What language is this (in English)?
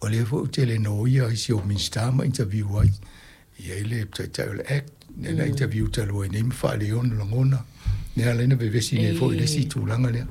Samoan